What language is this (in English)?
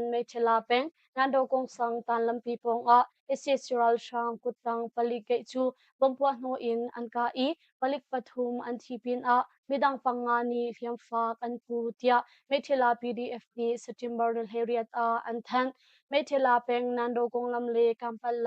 Hakha Chin